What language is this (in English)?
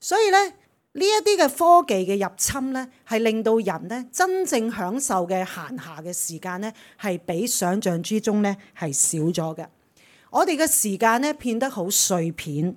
Cantonese